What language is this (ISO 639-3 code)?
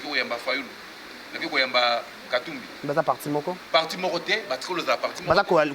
lin